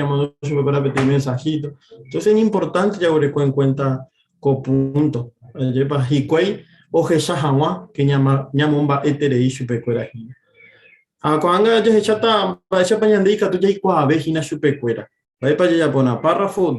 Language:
Guarani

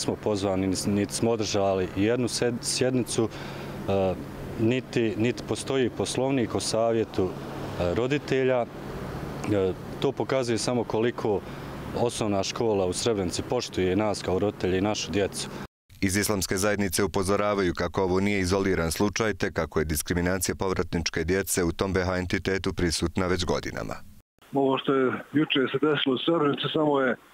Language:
Bosnian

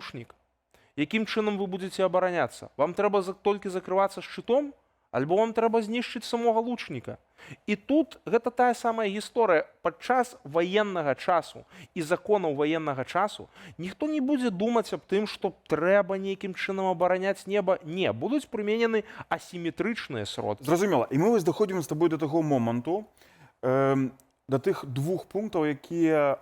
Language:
Belarusian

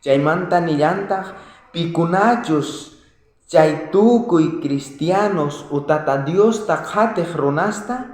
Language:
South Bolivian Quechua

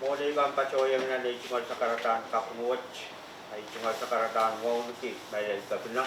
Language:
Pohnpeian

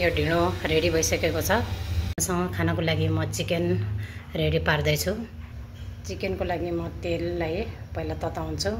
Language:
Nepali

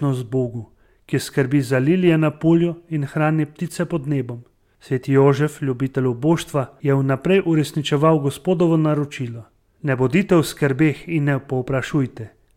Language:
Slovenian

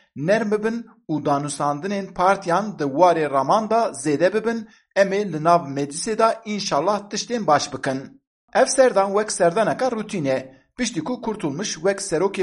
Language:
Kurdish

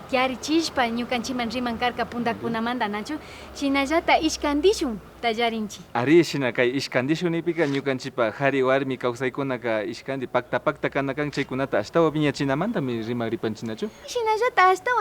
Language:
Imbabura Highland Quichua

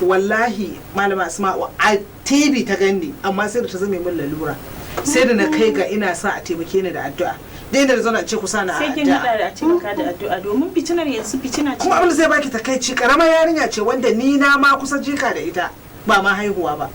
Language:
Hausa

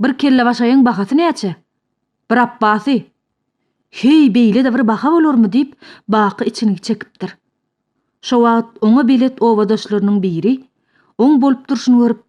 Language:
Turkmen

